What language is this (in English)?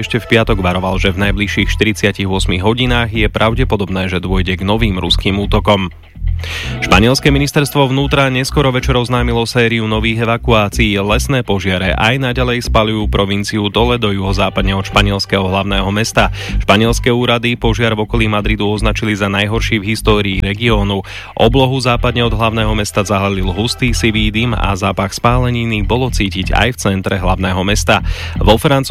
Slovak